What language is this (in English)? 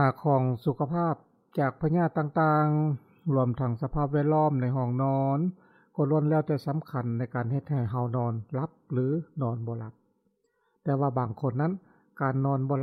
Lao